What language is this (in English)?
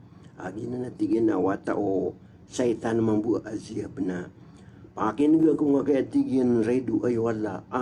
Maranao